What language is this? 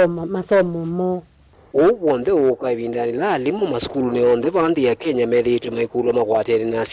Kamba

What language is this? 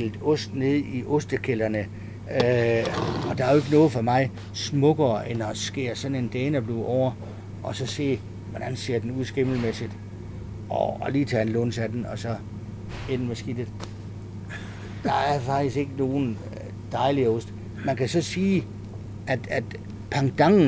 Danish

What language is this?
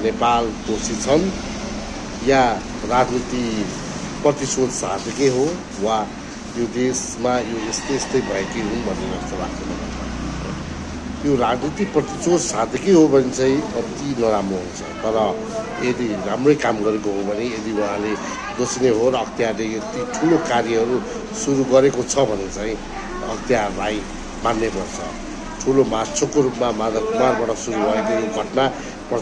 Nepali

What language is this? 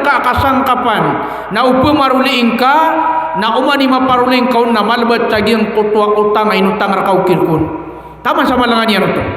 Maranao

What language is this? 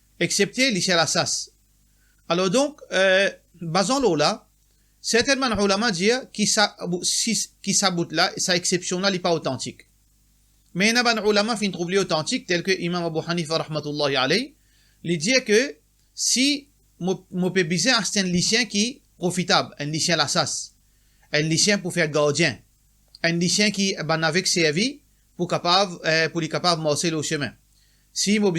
Morisyen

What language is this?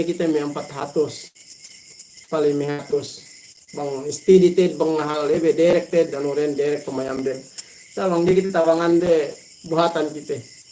Yakan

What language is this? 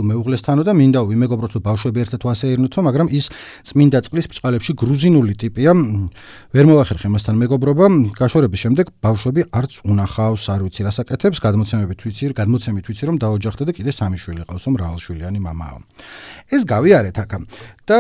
Georgian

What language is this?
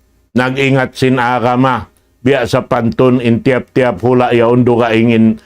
Tausug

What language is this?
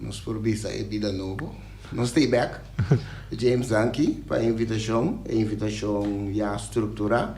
Papiamento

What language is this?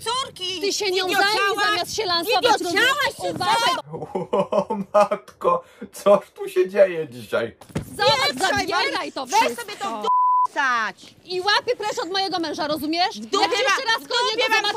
Polish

